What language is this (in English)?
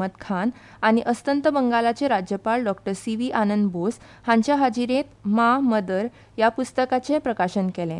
Konkani